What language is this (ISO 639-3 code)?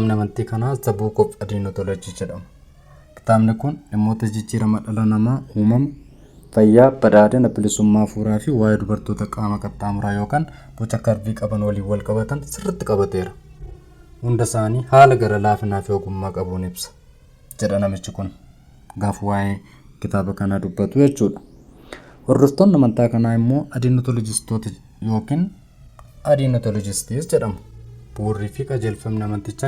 orm